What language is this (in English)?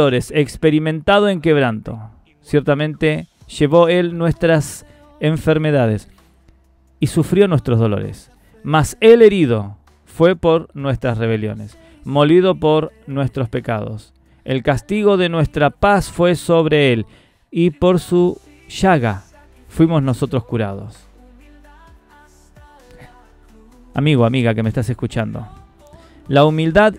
Spanish